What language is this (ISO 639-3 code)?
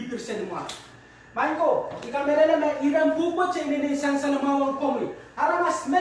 pon